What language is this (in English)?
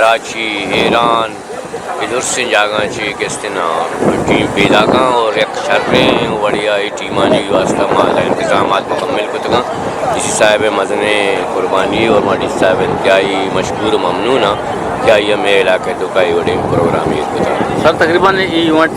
Eastern Balochi